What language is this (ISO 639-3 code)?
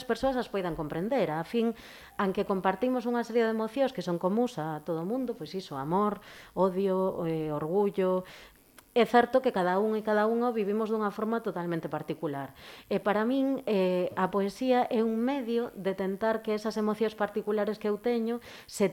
glg